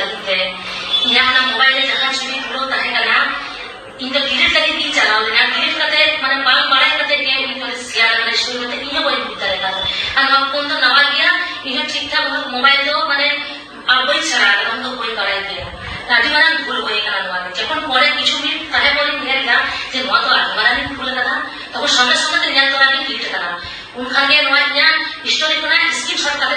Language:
Santali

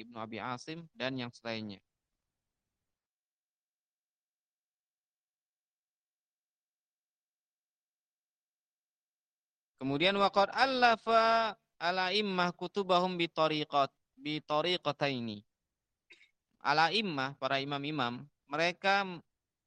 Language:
Indonesian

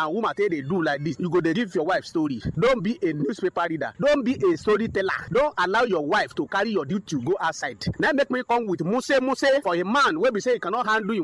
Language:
Nigerian Pidgin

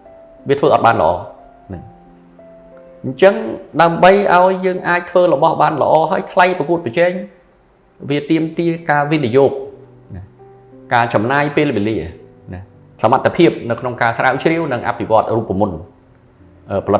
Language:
Khmer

